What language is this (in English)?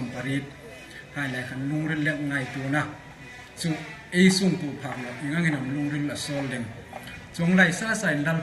Hmar